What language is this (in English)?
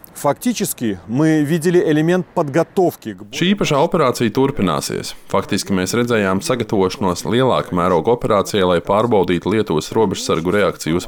Latvian